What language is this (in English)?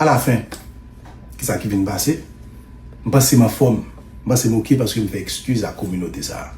Haitian Creole